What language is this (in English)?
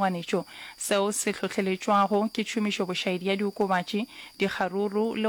Northern Sotho